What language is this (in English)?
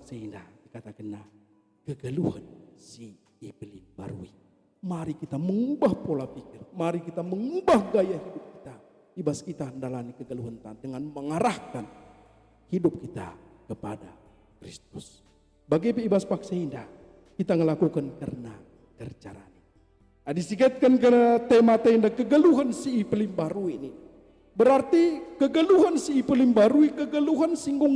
Batak Karo